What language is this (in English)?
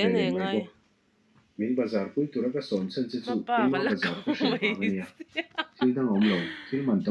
Mizo